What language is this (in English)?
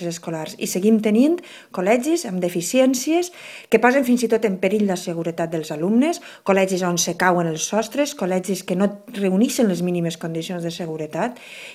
Catalan